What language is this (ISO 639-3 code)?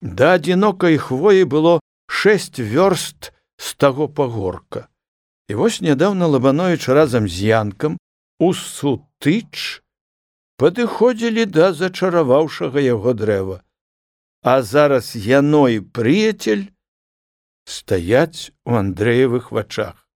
bel